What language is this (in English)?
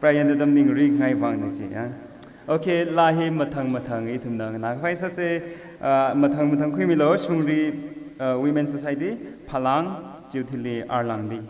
Tangkhul Naga (India)